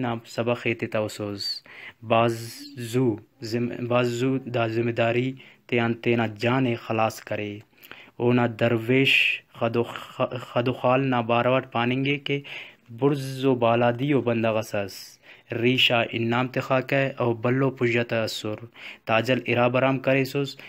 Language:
Brahui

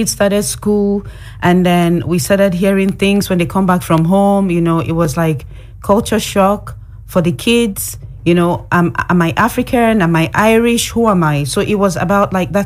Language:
English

